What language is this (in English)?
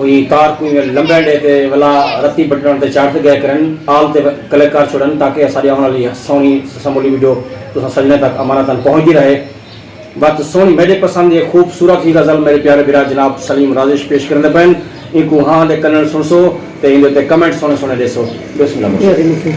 Saraiki